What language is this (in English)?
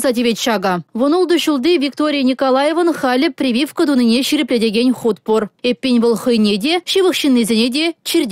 Chuvash